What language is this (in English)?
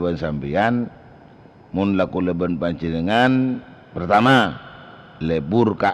Madurese